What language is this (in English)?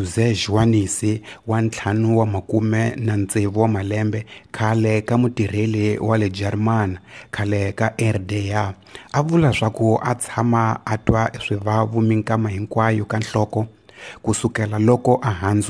Tsonga